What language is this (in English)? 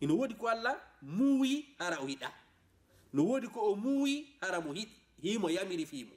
Fula